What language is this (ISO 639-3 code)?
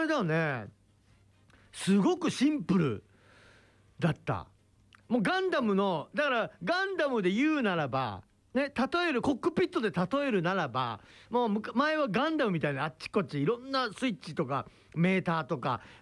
jpn